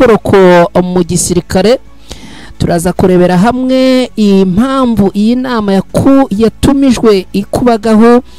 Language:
Kinyarwanda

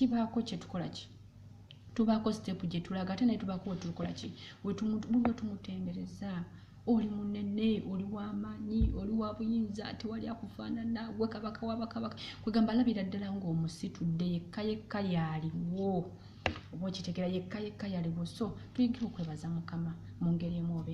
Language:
Ganda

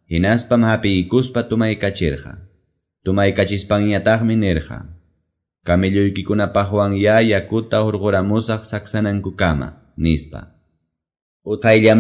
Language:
Quechua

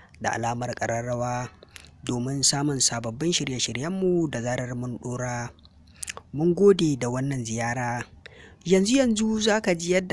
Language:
Hausa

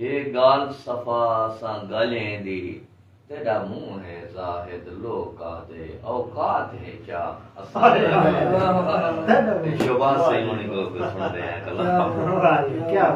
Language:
Saraiki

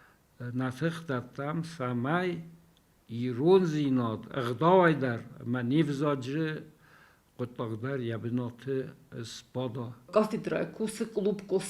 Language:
Ossetic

